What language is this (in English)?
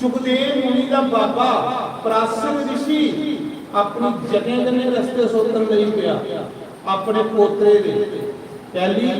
Dogri